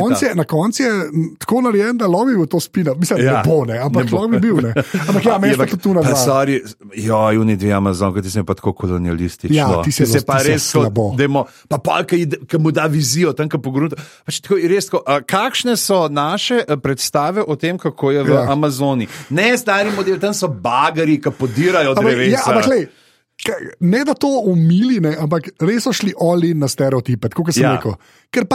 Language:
Slovenian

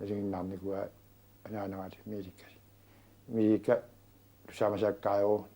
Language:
Kalaallisut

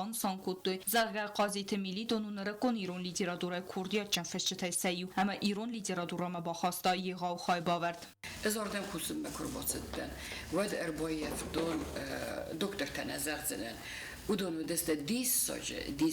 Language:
Ossetic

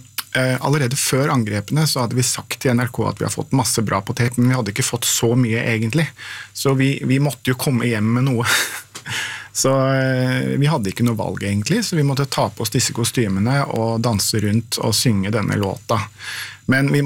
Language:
Norwegian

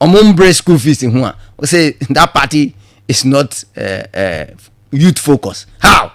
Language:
Akan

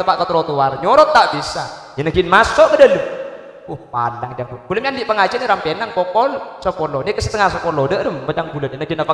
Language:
Madurese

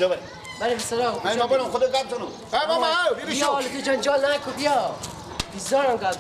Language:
Persian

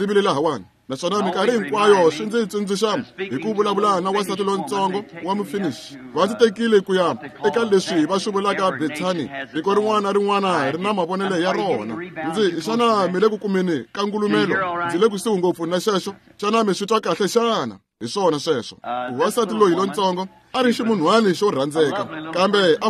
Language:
Tsonga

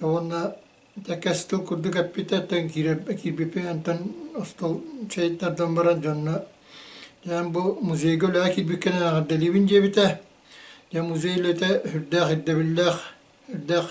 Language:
Yakut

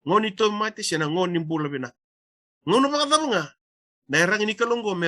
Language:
Fijian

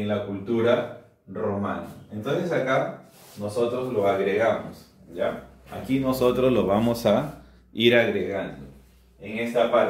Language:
Spanish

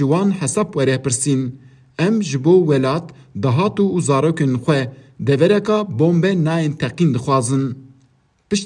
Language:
Kurdish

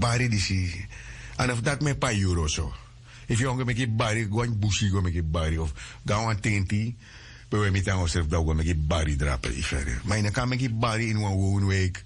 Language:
Sranan Tongo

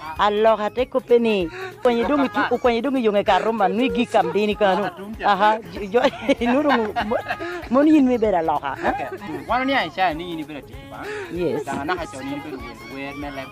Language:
Lango (Uganda)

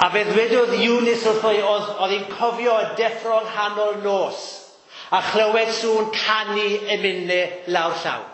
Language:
Welsh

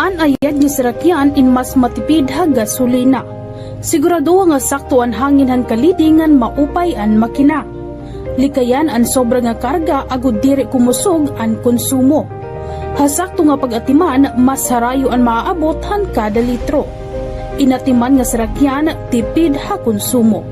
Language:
Waray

